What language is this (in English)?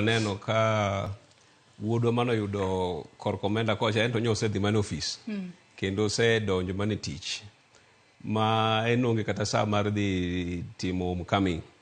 Luo (Kenya and Tanzania)